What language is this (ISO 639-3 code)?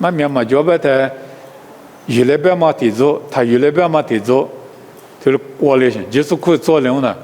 lis